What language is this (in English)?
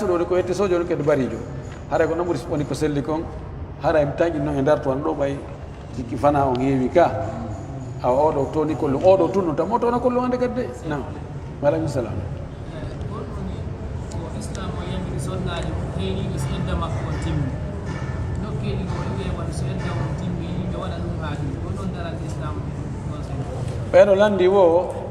Pular